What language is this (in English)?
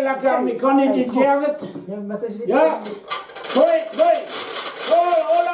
Breton